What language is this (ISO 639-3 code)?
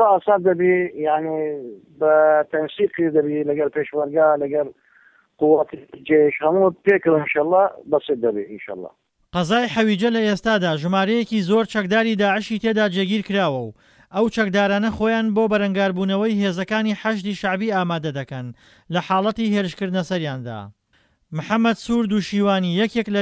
ckb